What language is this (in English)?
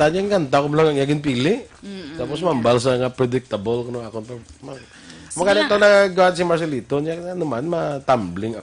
Hiligaynon